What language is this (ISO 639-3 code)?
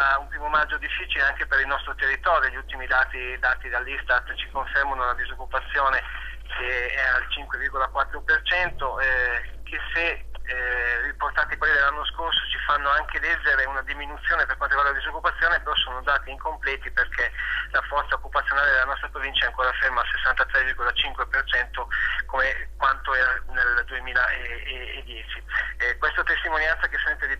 ita